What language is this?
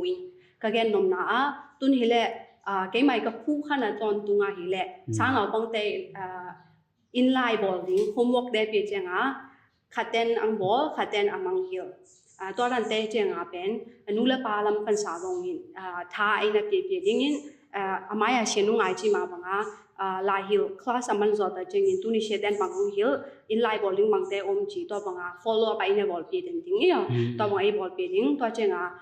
Tedim Chin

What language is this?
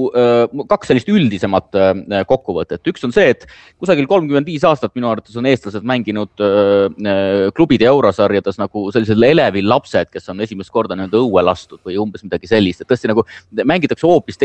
Estonian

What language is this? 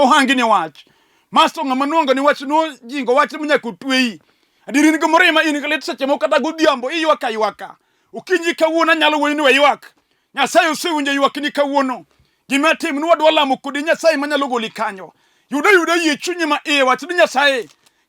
Luo (Kenya and Tanzania)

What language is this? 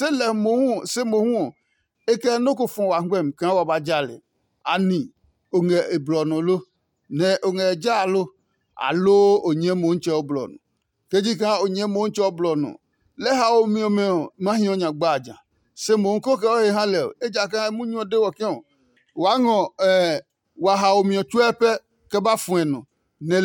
Adangme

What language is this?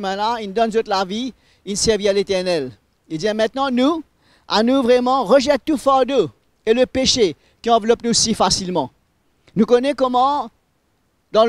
Morisyen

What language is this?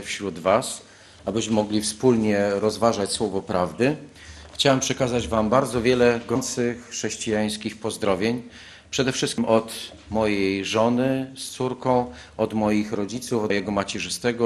Polish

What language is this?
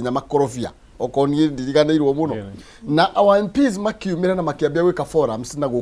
Kikuyu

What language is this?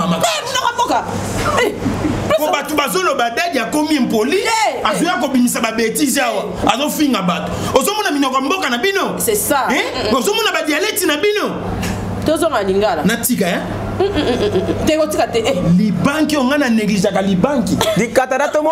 Lingala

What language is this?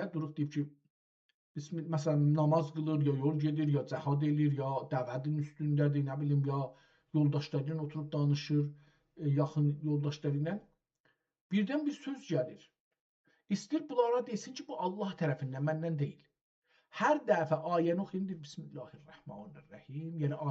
South Azerbaijani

